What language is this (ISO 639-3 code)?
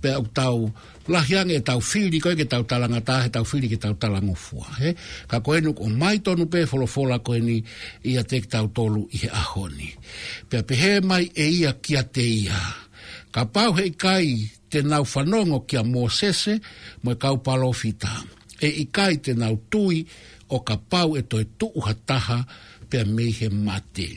ton